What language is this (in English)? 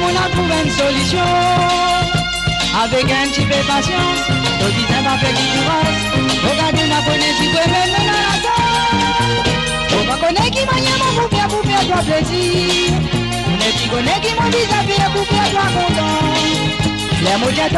Morisyen